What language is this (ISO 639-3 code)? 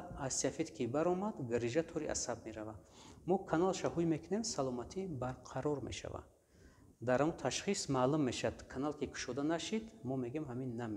tgk